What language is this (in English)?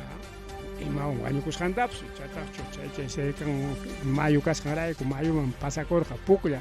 Ayacucho Quechua